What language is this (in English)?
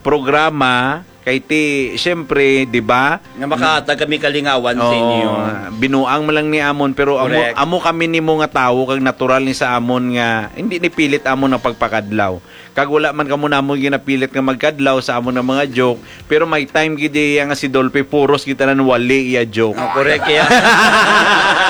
Hiligaynon